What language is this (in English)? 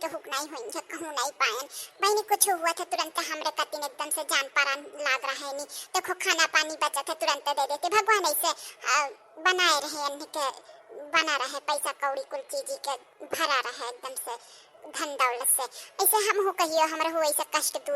Awadhi